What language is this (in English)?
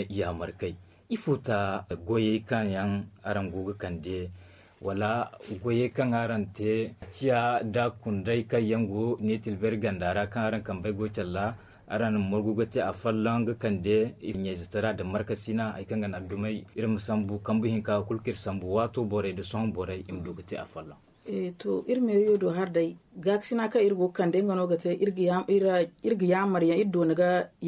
Zarma